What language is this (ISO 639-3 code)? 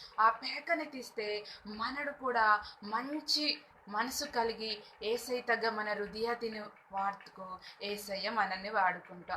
kff